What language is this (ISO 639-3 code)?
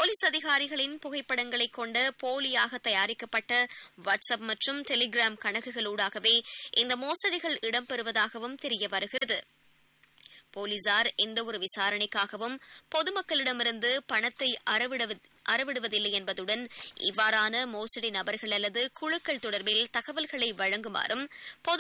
tam